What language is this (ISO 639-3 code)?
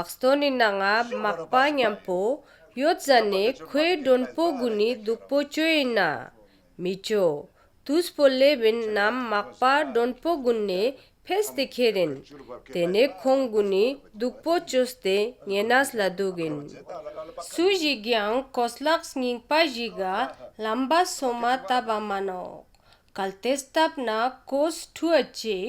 lbj